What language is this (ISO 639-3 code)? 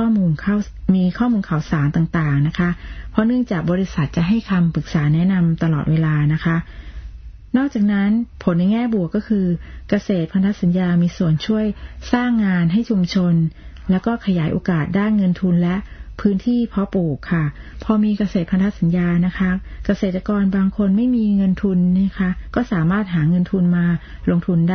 tha